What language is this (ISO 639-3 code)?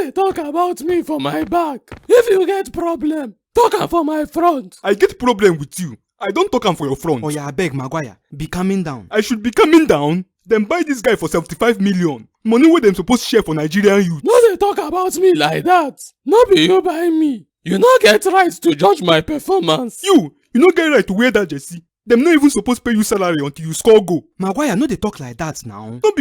pcm